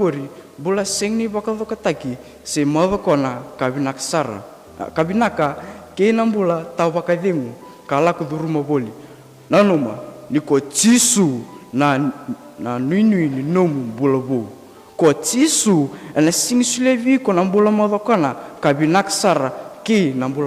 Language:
Fijian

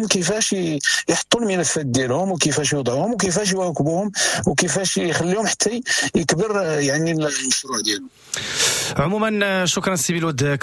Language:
Moroccan Arabic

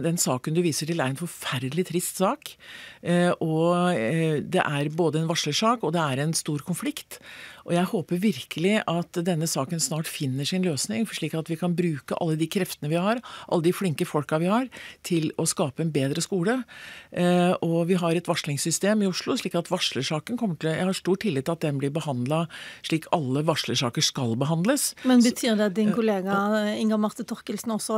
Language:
Norwegian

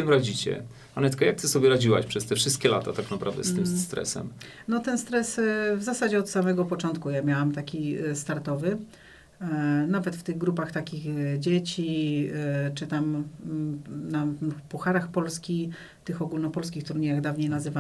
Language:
Polish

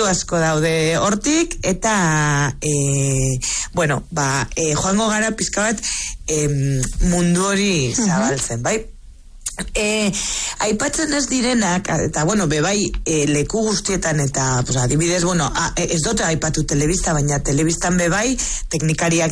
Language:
Basque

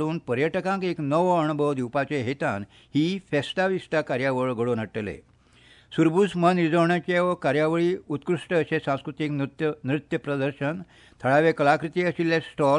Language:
Konkani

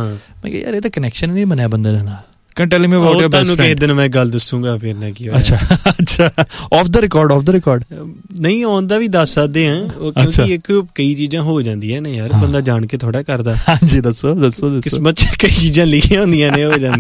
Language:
Punjabi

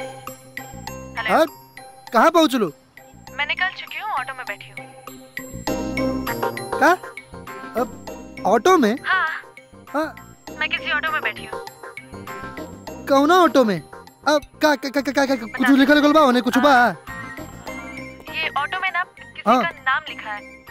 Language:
Bhojpuri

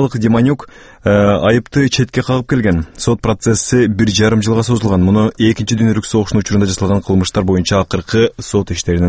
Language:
Kyrgyz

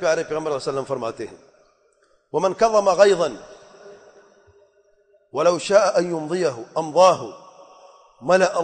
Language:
Urdu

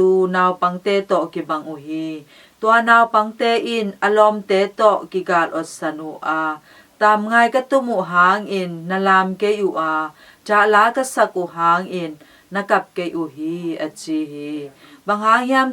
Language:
Tedim Chin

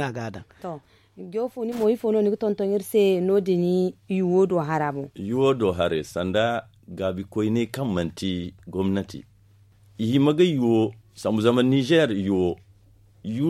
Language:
Zarma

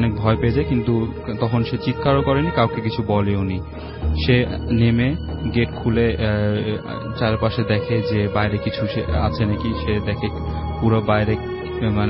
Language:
Bangla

